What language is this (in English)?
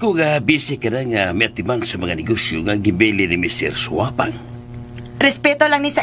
Cebuano